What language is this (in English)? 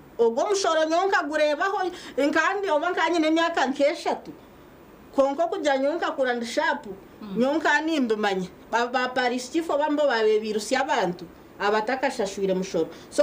Nyankole